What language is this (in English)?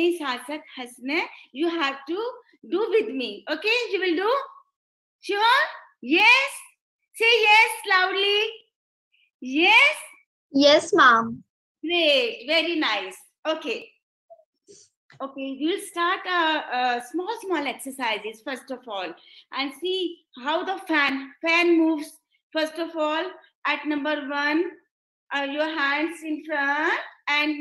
English